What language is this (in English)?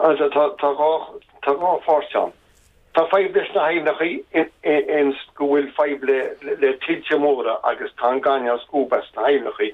Irish